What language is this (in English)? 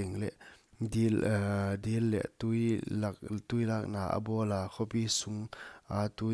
Paite Chin